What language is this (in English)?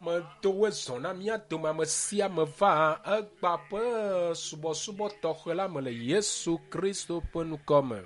Ewe